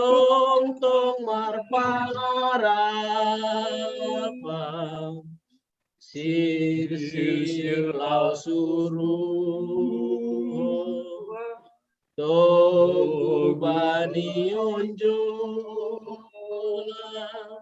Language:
Batak Simalungun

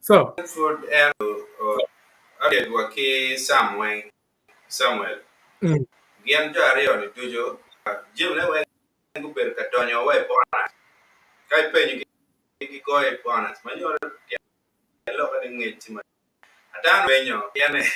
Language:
Acoli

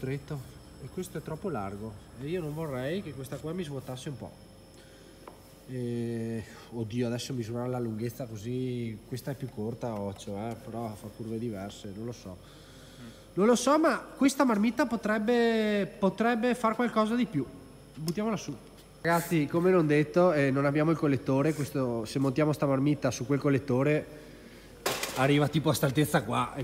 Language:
Italian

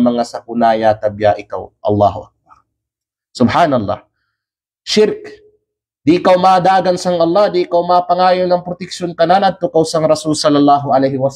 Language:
Kalagan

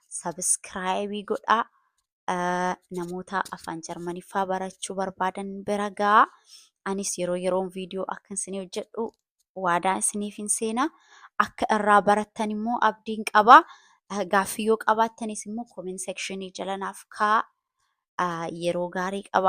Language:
Oromo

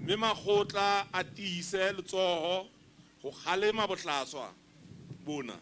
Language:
Southern Sotho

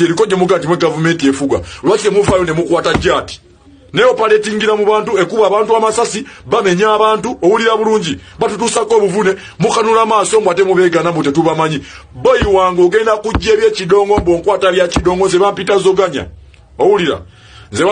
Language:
Ganda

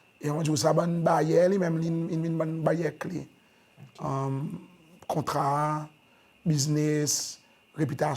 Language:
Seselwa Creole French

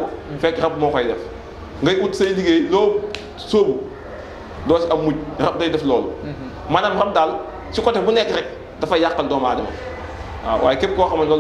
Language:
Wolof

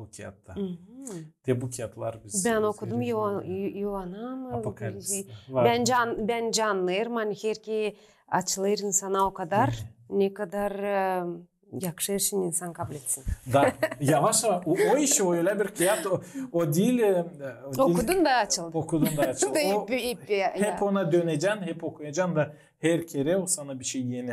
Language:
Gagauz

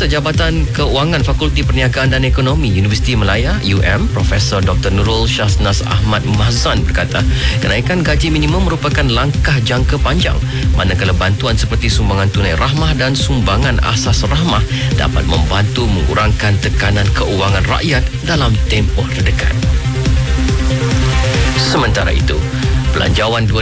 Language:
Malay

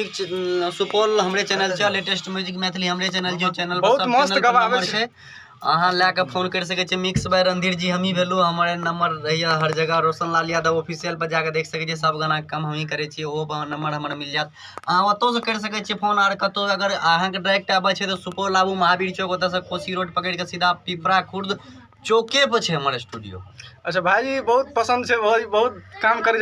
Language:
Maithili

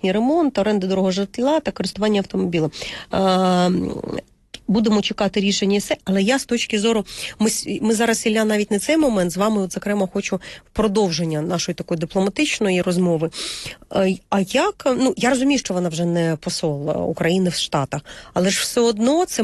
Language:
Ukrainian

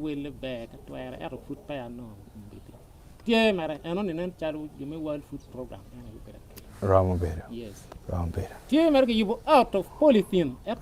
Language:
Acoli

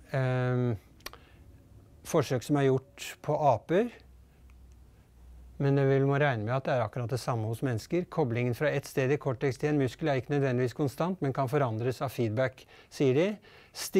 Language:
Norwegian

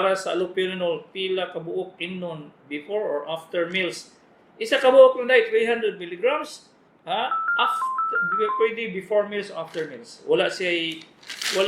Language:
Cebuano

